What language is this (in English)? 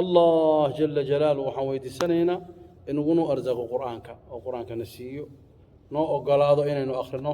Somali